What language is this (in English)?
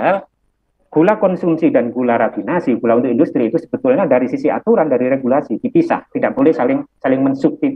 Indonesian